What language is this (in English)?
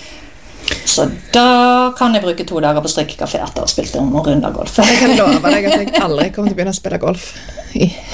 Norwegian